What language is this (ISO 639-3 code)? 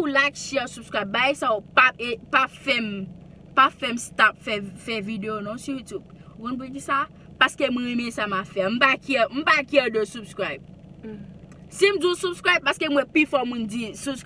hat